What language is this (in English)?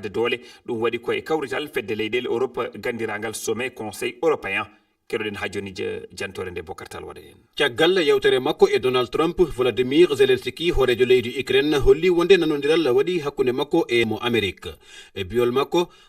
Fula